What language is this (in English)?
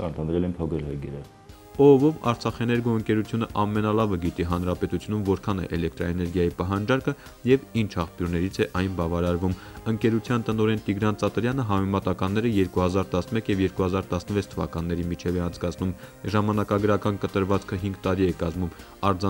Armenian